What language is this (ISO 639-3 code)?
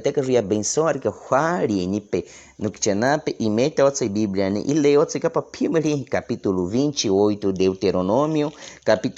bwi